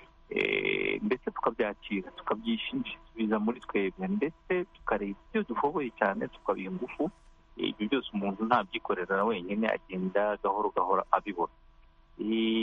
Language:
Kinyarwanda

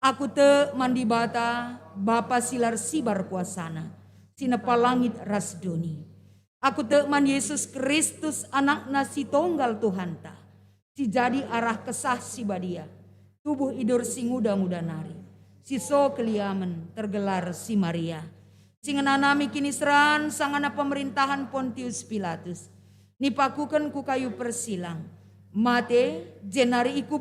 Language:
Batak Karo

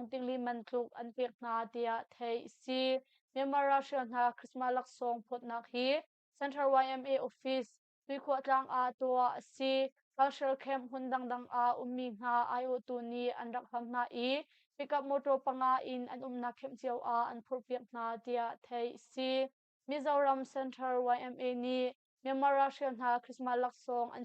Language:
Hakha Chin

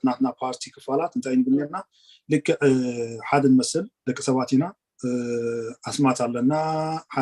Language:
Tigrinya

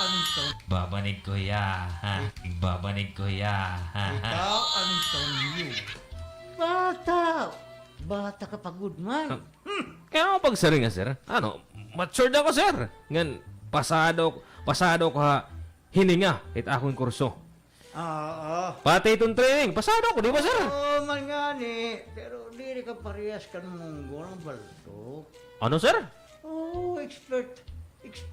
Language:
Waray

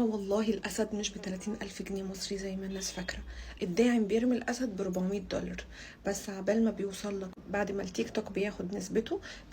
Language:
Egyptian Arabic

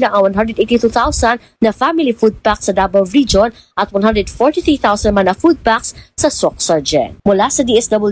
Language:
Filipino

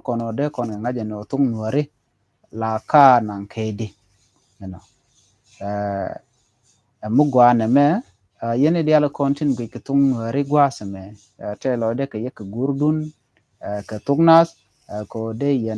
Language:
Nuer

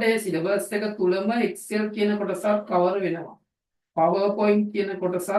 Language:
Sinhala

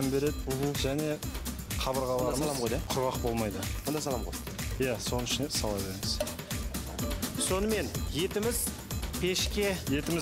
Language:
Kazakh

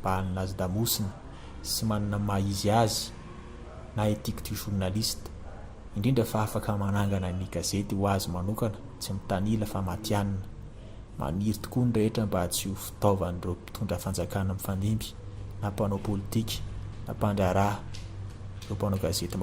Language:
Malagasy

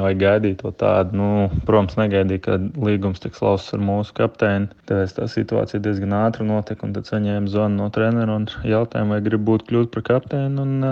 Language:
Latvian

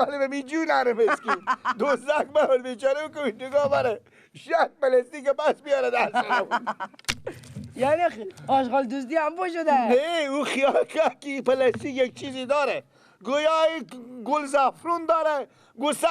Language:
Persian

